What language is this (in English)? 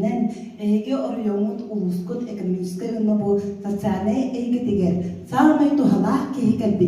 Yakut